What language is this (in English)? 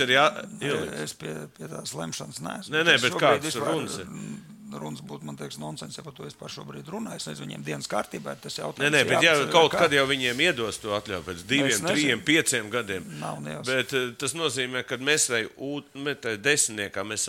Latvian